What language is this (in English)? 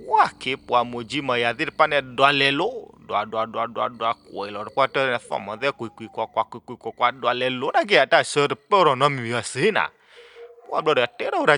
S'gaw Karen